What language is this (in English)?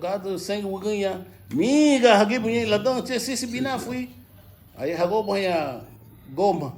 Garifuna